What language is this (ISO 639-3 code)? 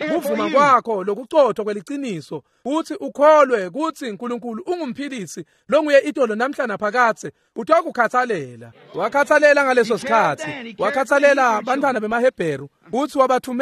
ssw